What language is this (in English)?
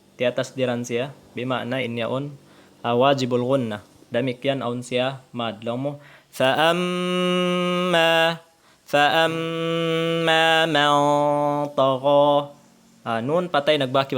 Tausug